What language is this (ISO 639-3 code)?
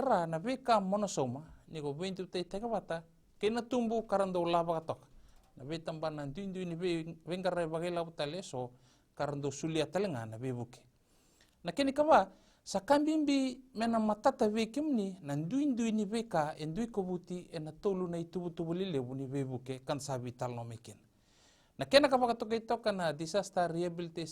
fij